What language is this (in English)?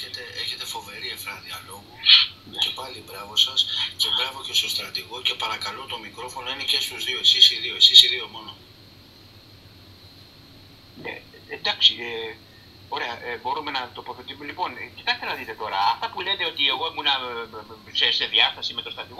Greek